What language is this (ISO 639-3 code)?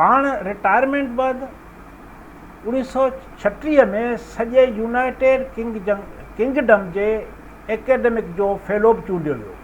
snd